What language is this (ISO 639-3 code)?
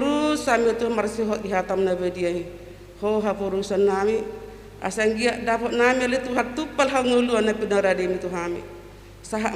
bbc